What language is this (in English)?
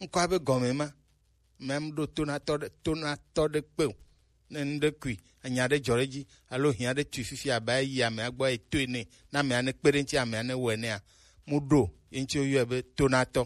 Gen